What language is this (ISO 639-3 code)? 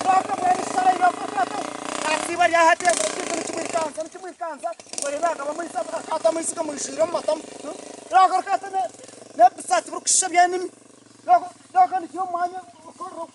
nyn